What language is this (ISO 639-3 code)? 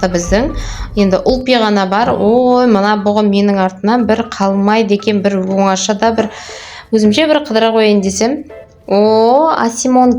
kaz